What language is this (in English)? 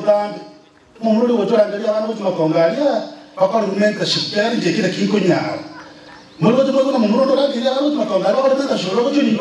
Gusii